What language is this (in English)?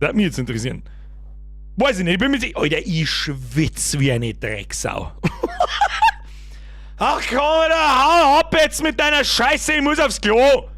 Bavarian